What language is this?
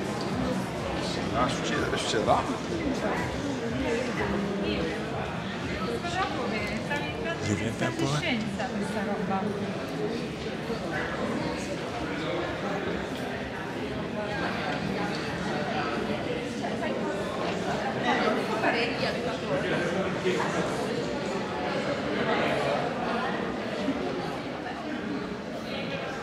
Italian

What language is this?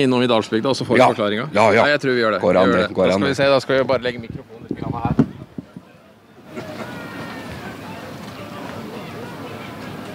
Norwegian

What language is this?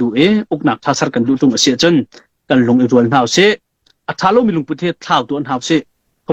Hakha Chin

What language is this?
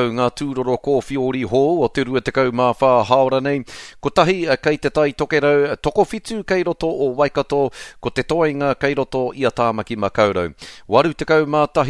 Māori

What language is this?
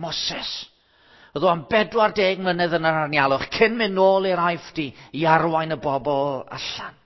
Welsh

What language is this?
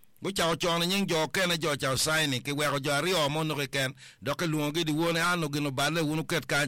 Acoli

